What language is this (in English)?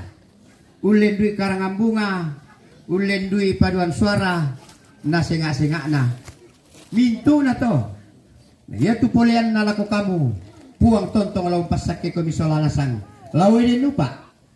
Toraja-Sa'dan